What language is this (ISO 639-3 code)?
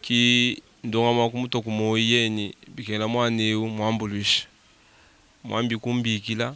lua